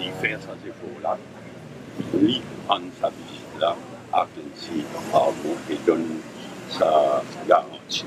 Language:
Morisyen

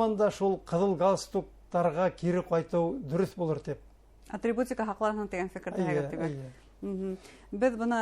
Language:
Bashkir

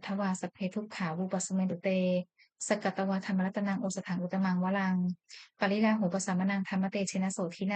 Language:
Pali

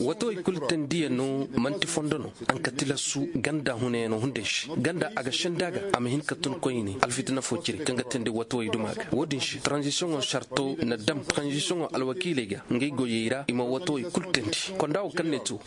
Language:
Koyraboro Senni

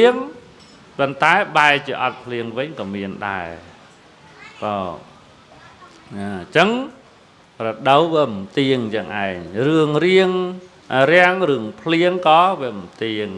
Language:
Khmer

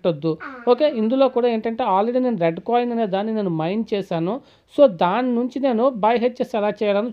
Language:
Telugu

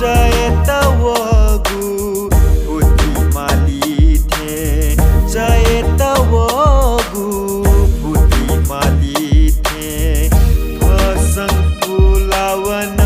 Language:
Newari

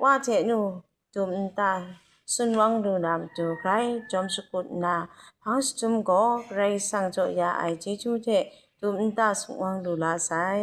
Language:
Kachin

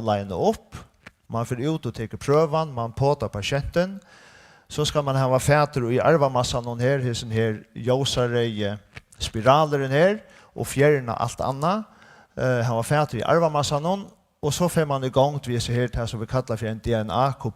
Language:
Faroese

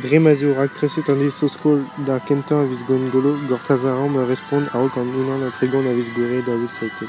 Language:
Breton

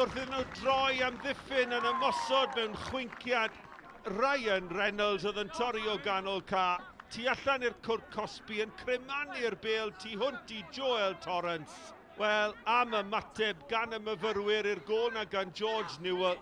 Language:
Welsh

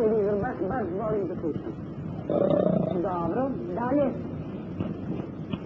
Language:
Serbian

